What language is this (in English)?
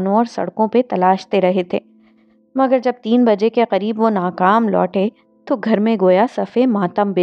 Urdu